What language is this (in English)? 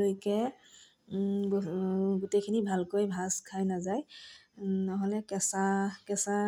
Assamese